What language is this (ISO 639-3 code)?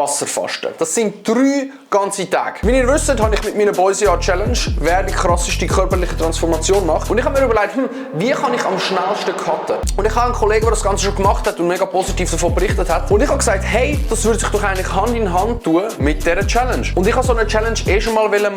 gsw